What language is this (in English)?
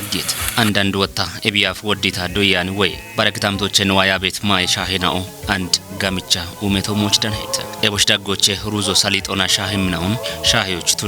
Kafa